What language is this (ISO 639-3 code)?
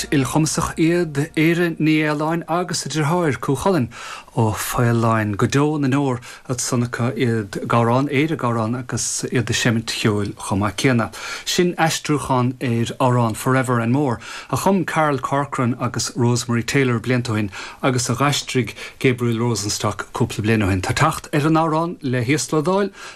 gle